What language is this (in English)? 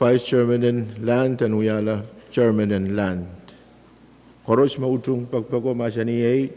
Pohnpeian